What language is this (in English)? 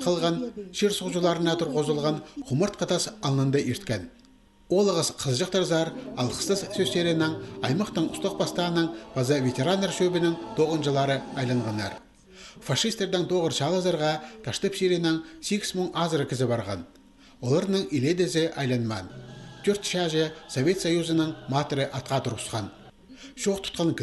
Khakas